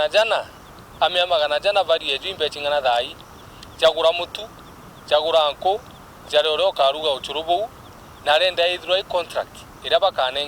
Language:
Meru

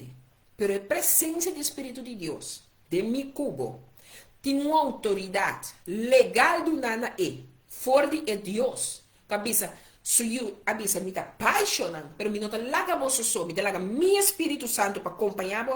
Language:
Papiamento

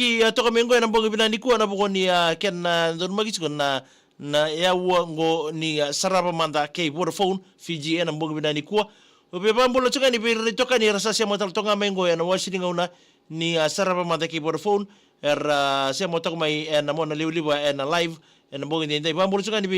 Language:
Fijian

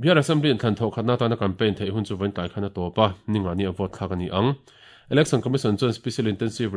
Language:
Mizo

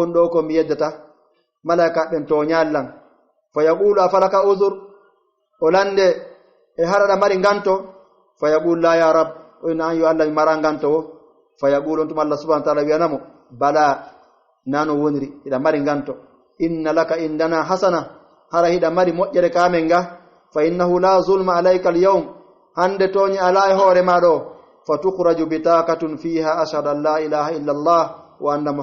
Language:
Pular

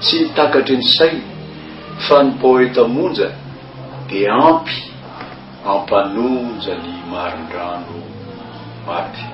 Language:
Malagasy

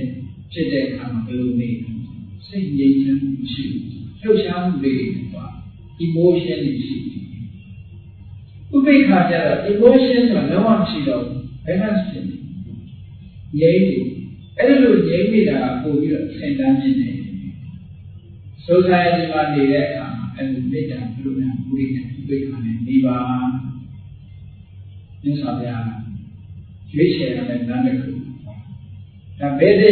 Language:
Burmese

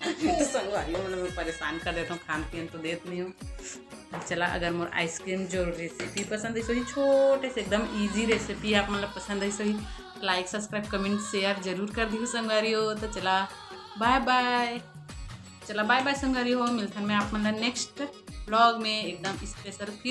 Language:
Chhattisgarhi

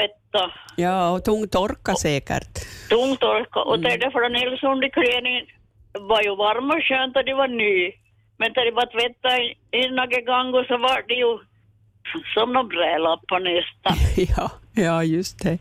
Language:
Swedish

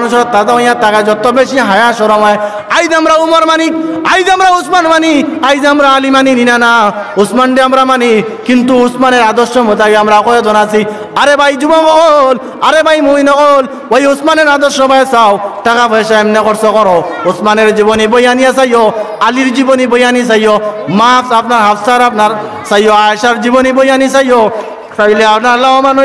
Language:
Sylheti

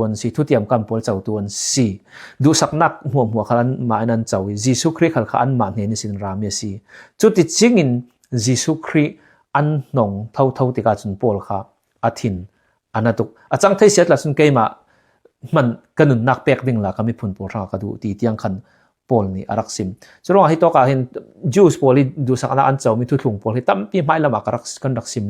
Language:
Falam Chin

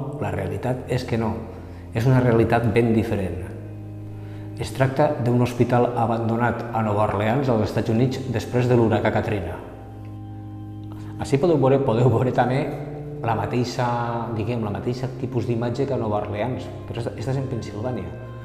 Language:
Catalan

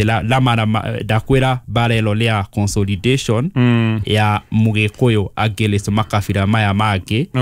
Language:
Kikuyu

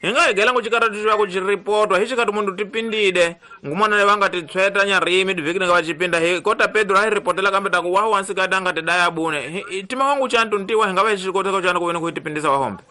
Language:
Tsonga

